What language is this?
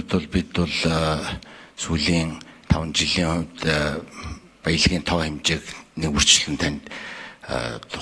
Mongolian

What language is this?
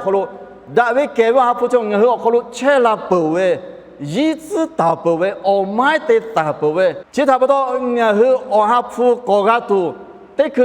Lahu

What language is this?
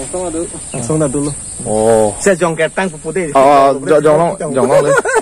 Karbi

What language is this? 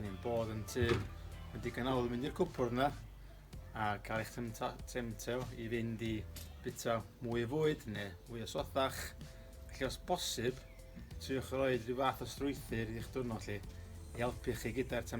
Welsh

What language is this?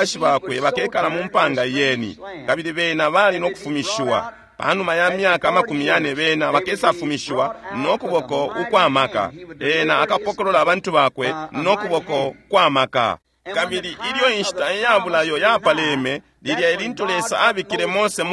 Bemba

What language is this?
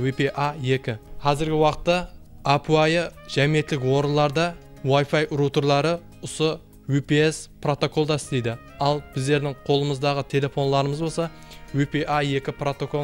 Kara-Kalpak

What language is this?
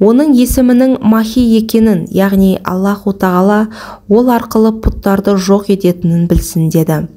Kazakh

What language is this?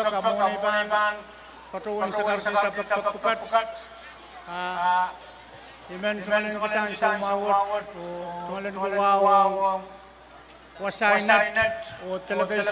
Pohnpeian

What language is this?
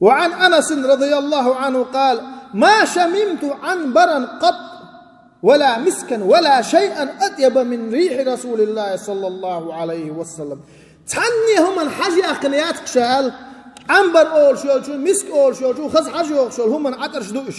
Chechen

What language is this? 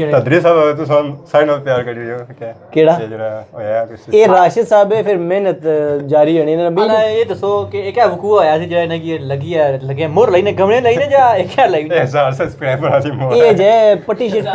Pahari-Potwari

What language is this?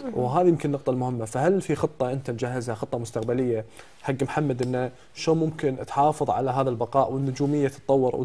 Gulf Arabic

